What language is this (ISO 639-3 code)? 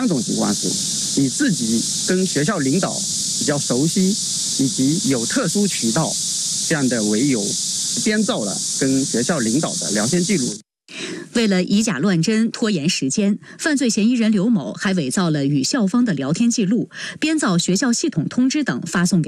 zho